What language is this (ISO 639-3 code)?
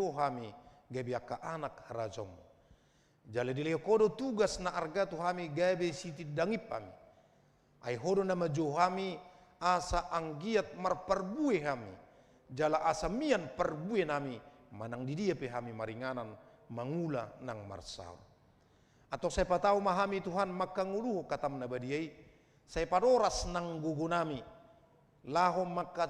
bbc